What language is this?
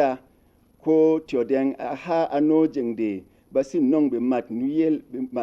Berom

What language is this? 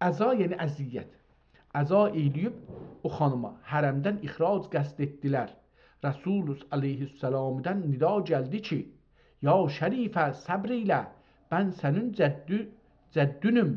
South Azerbaijani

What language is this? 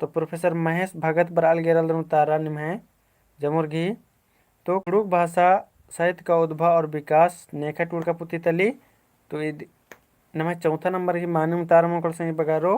Kurukh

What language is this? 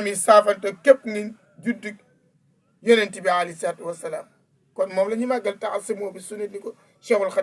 Wolof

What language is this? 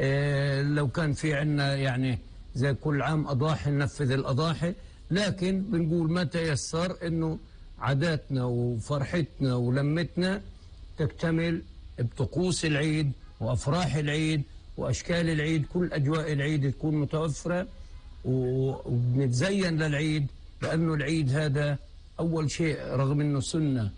North Levantine Arabic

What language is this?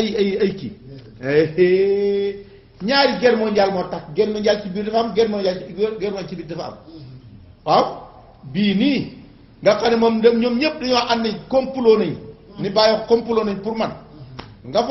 Wolof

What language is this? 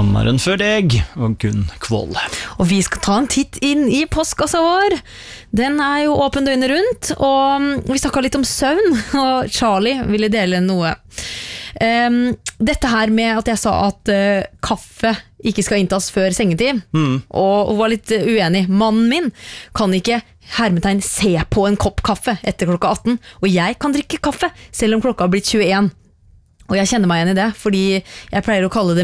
Norwegian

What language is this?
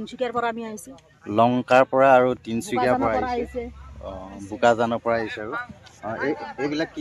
Assamese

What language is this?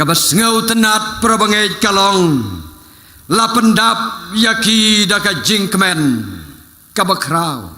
Khasi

